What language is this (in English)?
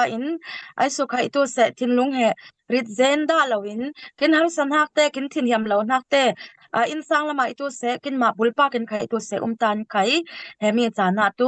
Falam Chin